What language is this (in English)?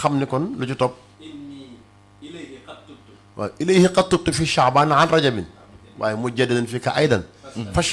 Wolof